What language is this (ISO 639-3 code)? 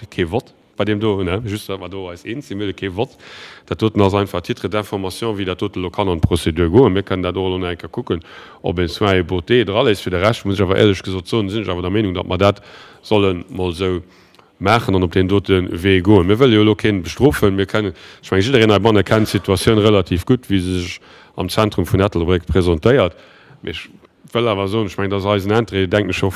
ltz